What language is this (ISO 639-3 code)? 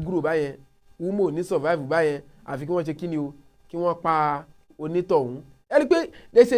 yor